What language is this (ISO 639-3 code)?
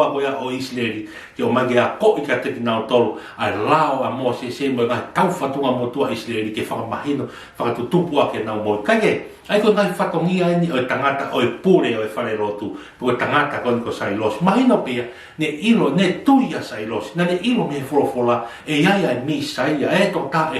ton